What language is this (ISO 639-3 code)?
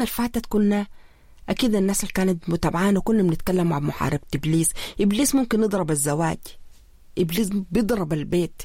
apd